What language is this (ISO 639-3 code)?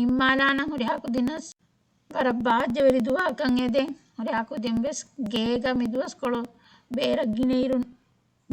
div